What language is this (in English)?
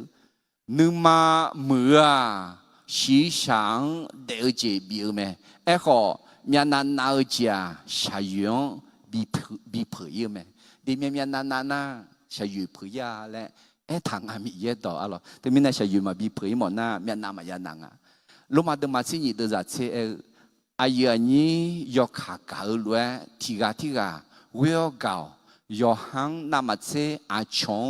Akha